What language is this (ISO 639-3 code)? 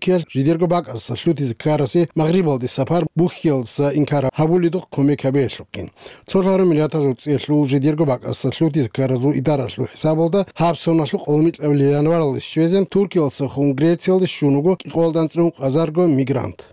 ava